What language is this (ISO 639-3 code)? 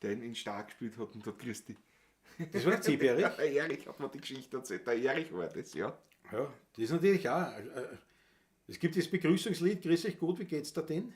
bar